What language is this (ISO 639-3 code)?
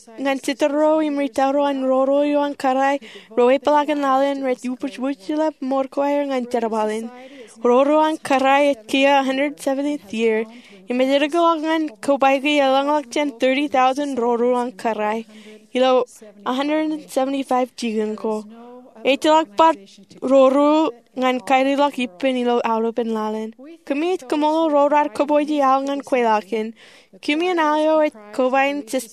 mah